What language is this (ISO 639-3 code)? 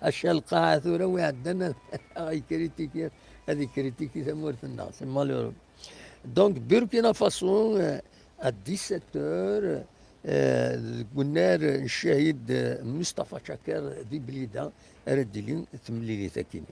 kab